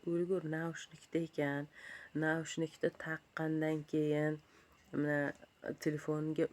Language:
Uzbek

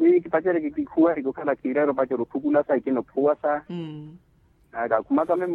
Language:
Makhuwa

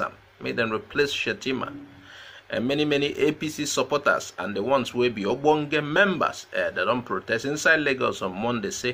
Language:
Nigerian Pidgin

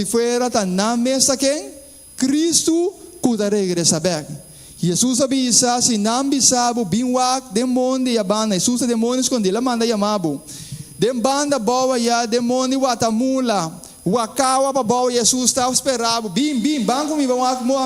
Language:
Papiamento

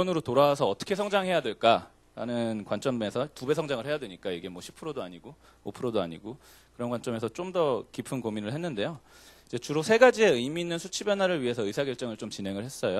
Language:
Korean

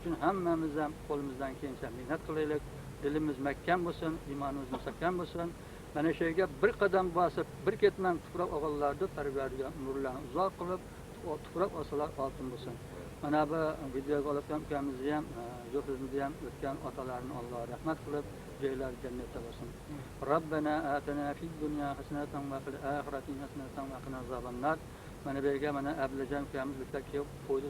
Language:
Uzbek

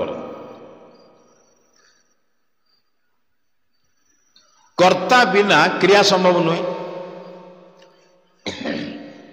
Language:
Odia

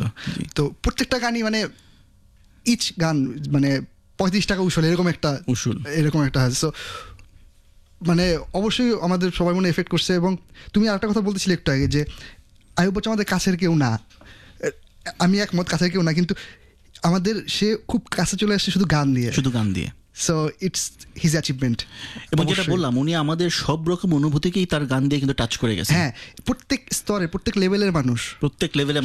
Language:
Bangla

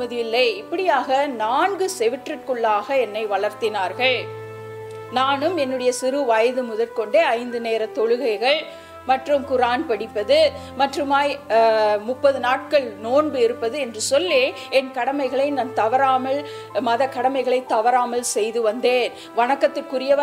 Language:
Tamil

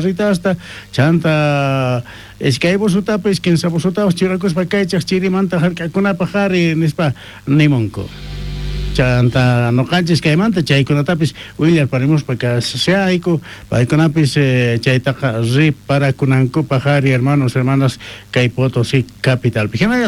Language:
South Bolivian Quechua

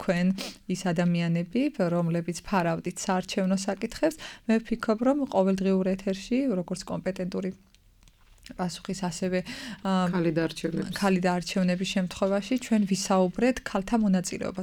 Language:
Georgian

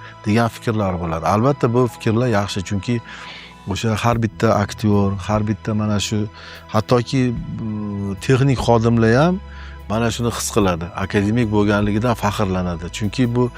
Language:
Uzbek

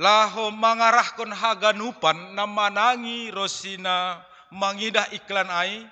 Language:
Batak Simalungun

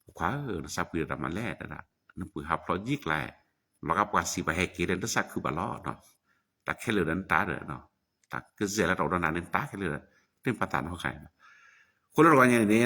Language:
S'gaw Karen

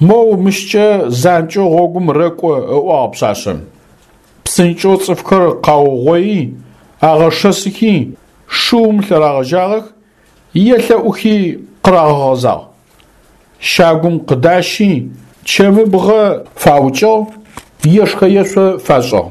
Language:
Adyghe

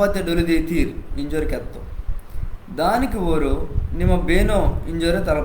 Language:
Koya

